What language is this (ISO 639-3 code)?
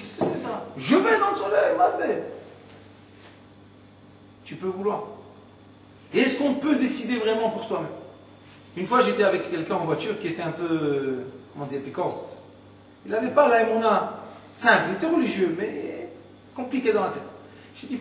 fra